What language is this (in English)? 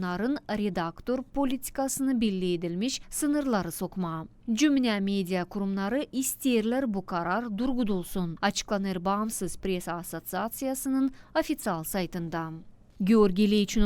Gagauz